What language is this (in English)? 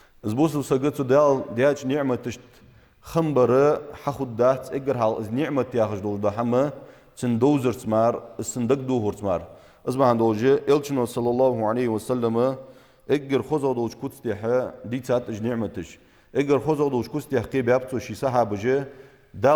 Ingush